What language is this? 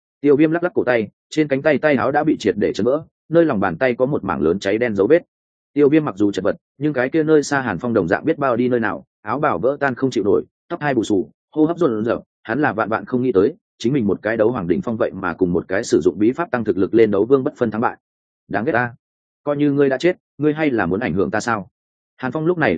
Vietnamese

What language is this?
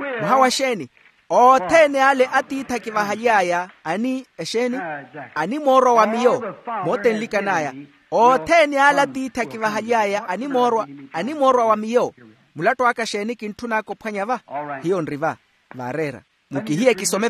Makhuwa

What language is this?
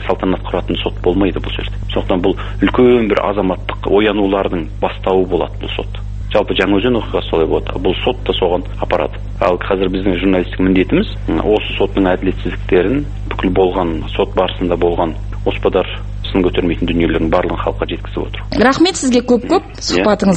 Kazakh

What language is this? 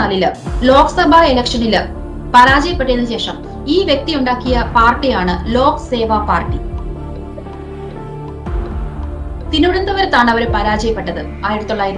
Malayalam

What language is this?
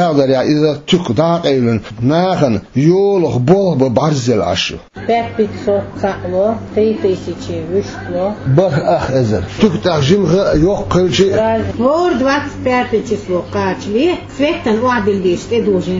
Chechen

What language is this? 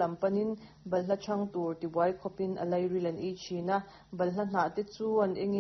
Mizo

